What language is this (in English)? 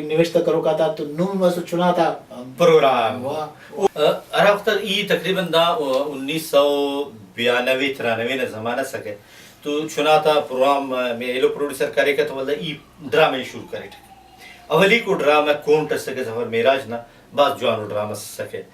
Brahui